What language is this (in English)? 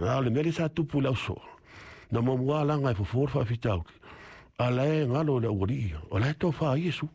Samoan